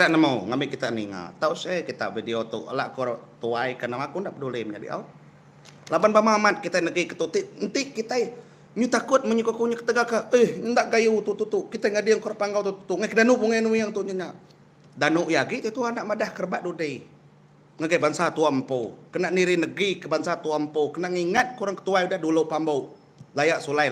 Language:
Iban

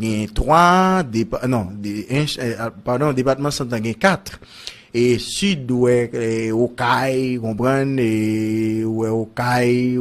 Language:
Haitian Creole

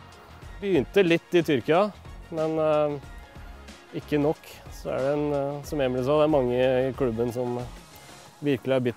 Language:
Norwegian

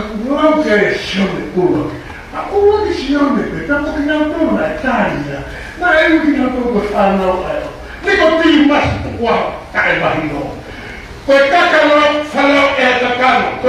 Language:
Tongan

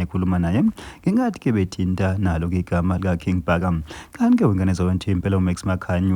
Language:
Zulu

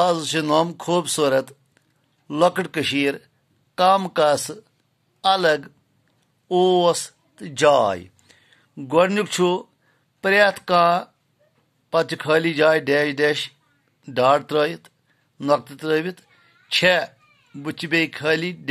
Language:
Kashmiri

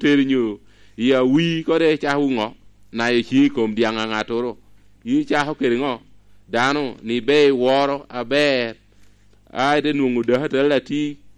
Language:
Lango (Uganda)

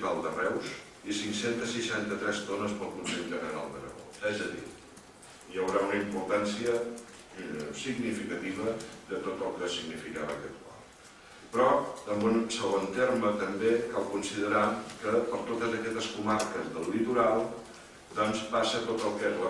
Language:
Catalan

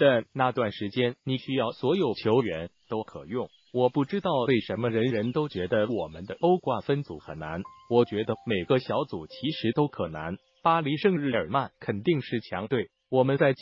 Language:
Chinese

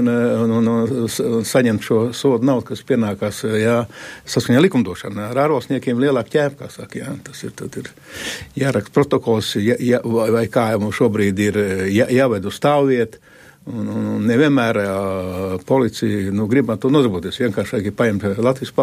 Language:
Latvian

